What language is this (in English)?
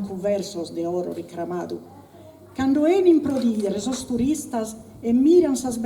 Sardinian